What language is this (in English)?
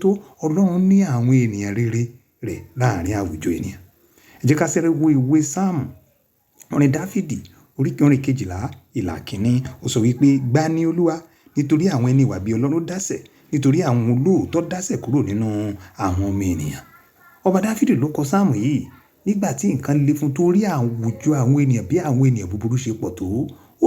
Yoruba